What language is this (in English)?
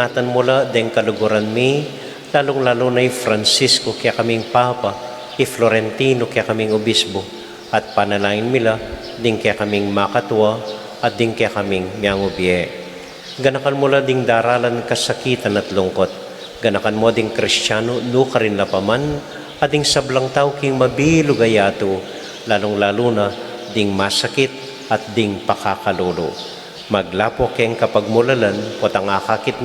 Pampanga